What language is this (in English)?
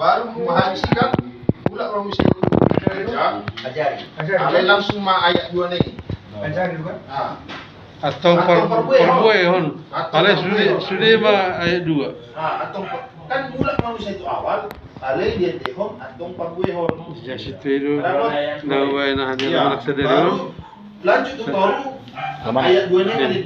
Batak Toba